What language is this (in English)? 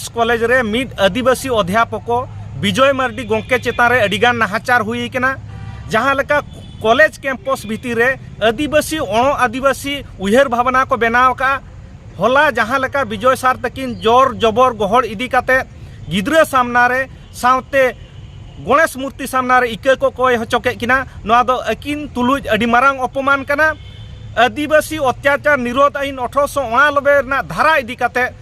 Santali